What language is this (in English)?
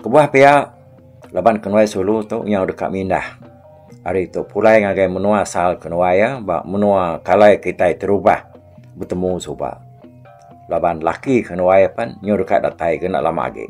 Iban